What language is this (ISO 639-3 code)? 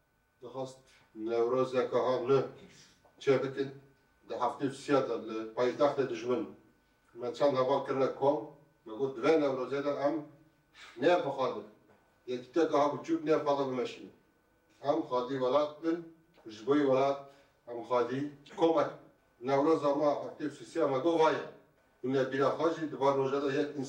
kur